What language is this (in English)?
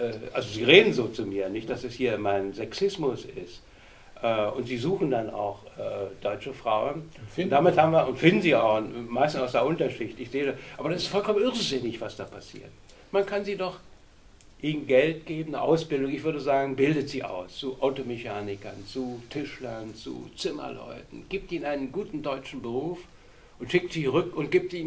German